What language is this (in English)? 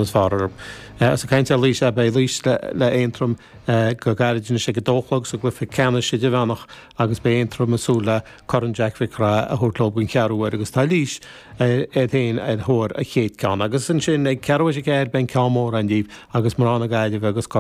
Irish